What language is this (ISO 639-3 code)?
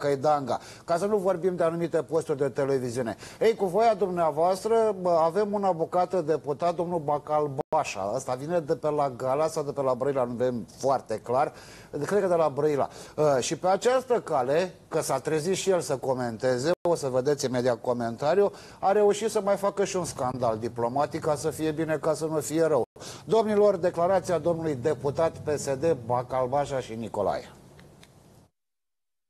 ron